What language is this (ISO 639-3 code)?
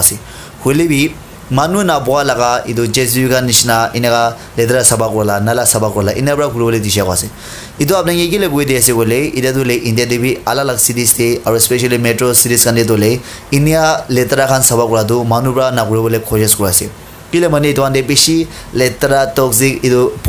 nag